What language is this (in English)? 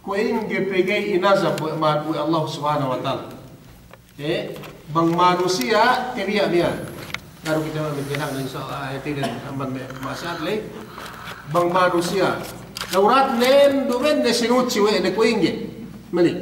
Yakan